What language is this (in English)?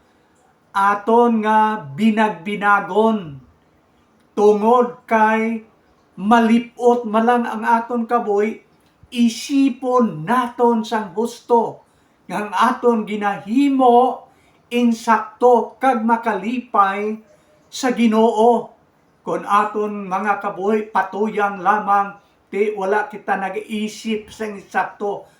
Hiligaynon